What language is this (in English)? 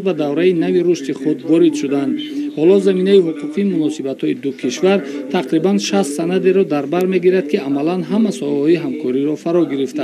Tajik